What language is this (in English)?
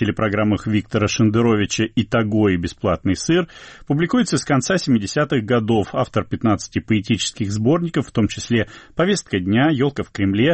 Russian